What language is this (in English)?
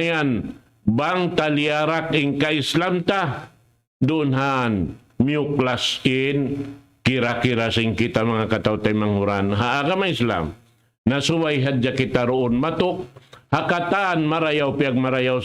Tausug